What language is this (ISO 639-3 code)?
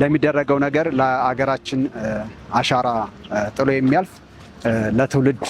amh